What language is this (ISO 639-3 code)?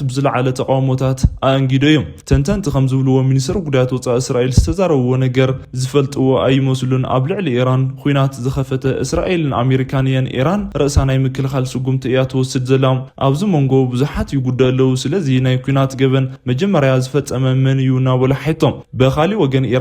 tir